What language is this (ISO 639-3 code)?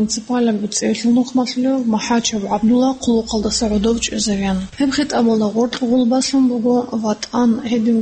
ava